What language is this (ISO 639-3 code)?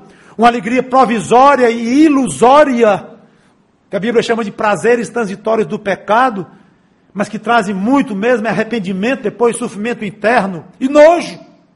por